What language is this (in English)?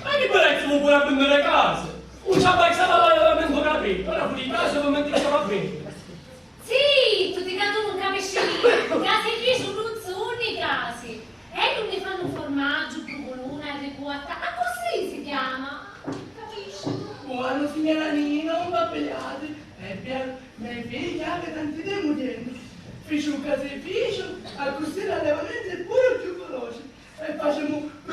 Sicilian